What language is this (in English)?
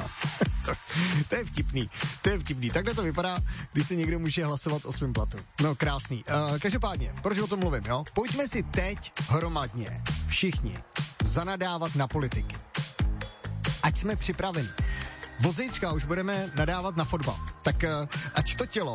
Czech